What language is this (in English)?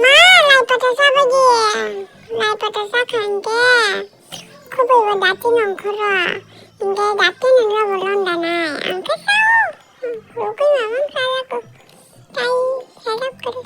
Kok Borok